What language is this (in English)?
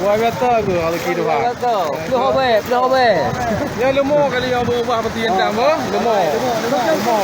Achinese